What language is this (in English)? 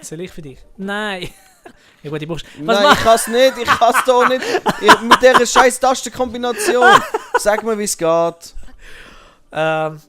Swiss German